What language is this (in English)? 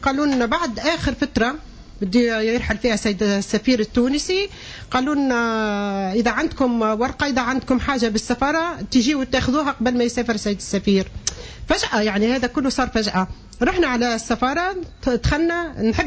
Tunisian Arabic